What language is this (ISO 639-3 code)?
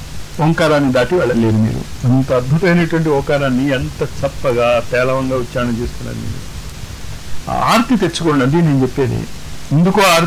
tel